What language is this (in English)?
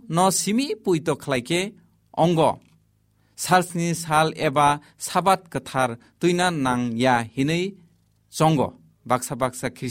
Kok Borok